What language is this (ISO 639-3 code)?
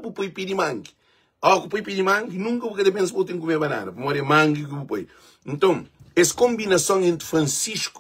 kea